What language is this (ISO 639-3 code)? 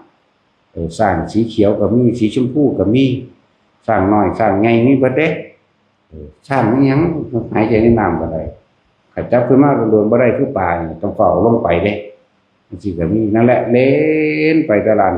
tts